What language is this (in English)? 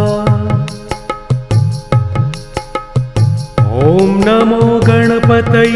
Sanskrit